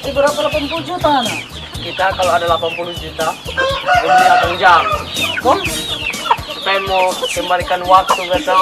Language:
Manado Malay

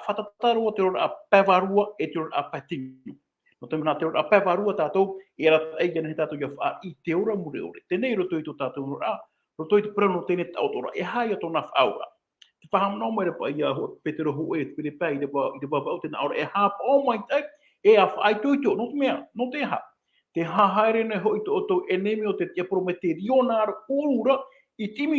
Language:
Tahitian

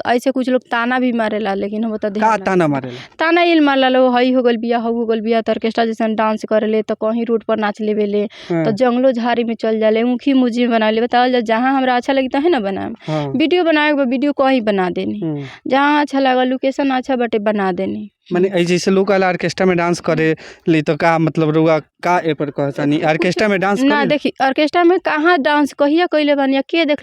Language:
Bhojpuri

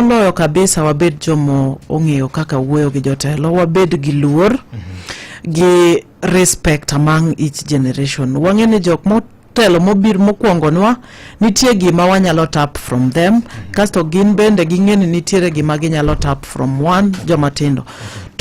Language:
Luo (Kenya and Tanzania)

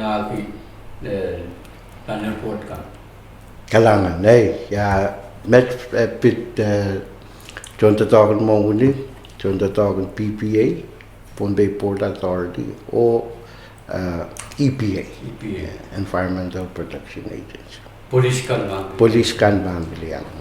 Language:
Pohnpeian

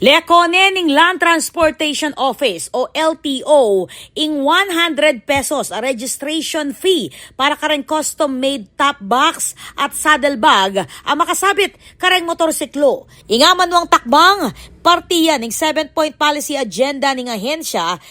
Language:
Pampanga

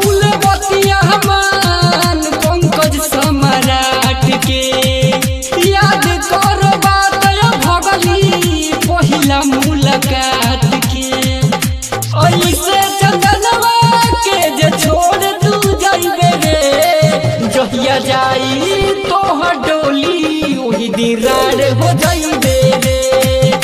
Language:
Bhojpuri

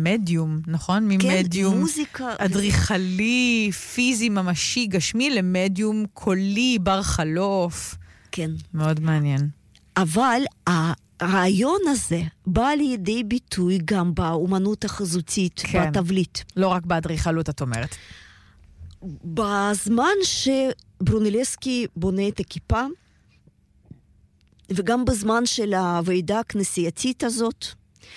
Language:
Hebrew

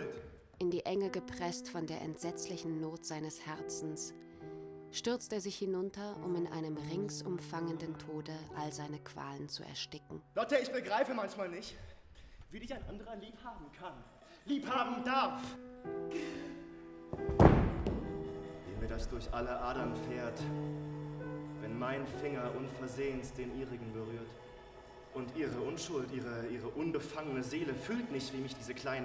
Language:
German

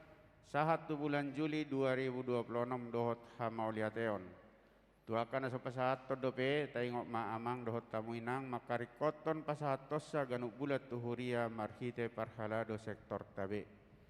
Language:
Batak Toba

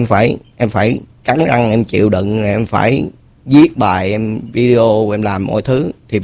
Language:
Vietnamese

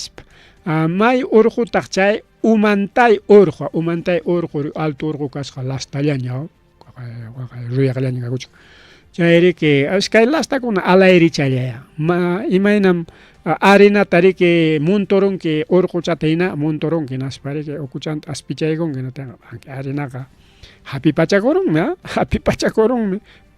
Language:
Ayacucho Quechua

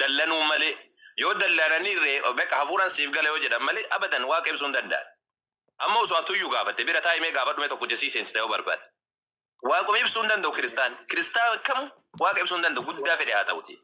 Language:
Oromo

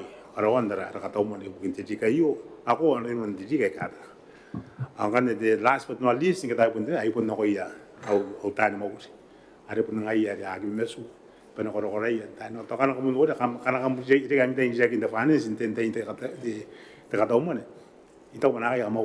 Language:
Gilbertese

